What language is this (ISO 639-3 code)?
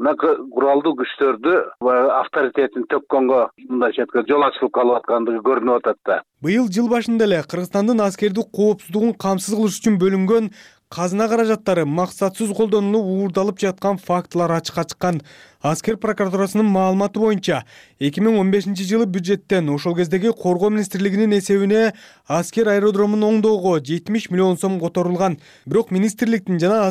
kir